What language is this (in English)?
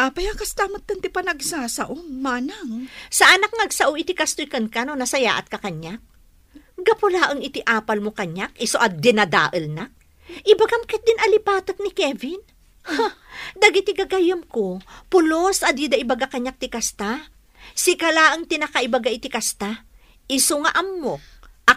Iloko